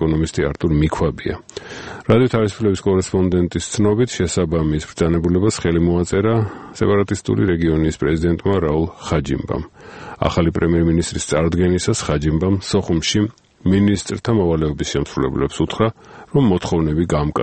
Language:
Georgian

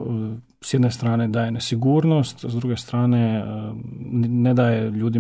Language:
Croatian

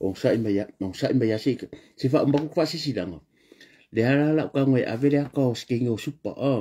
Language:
Samoan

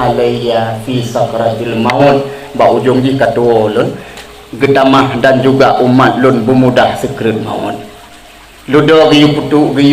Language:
Achinese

